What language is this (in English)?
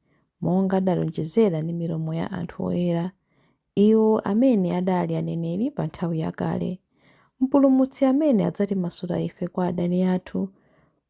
Nyanja